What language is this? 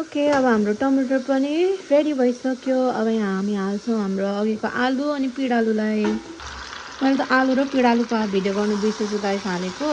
Nepali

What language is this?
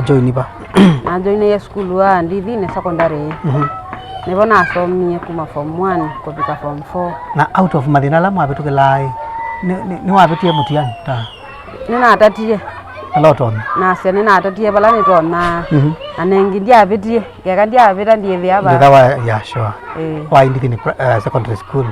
Kamba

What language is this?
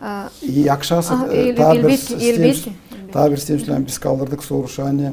Gagauz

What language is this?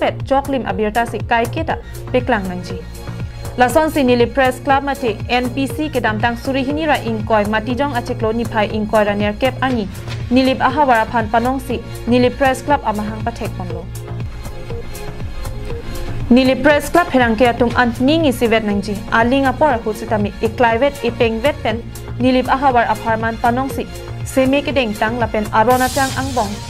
Karbi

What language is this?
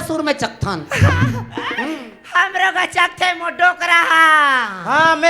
Chhattisgarhi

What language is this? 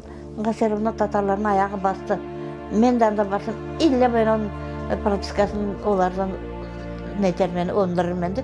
Crimean Tatar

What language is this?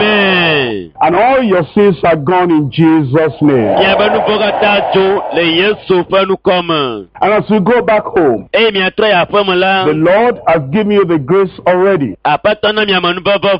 Ewe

